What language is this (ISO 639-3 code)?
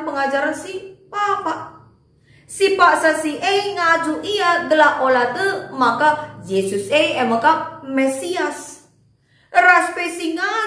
btx